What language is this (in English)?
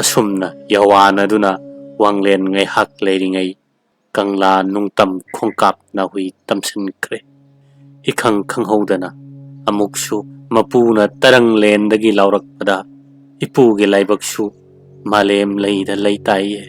Manipuri